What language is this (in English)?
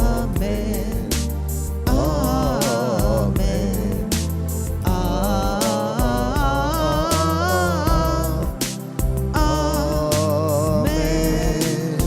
Konkani